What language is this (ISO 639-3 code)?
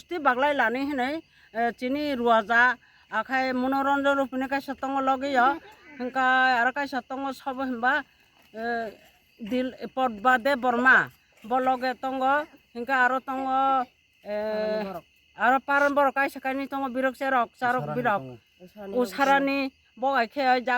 trp